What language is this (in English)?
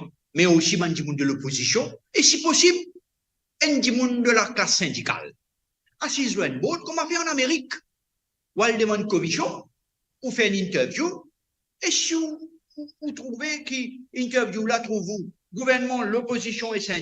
Morisyen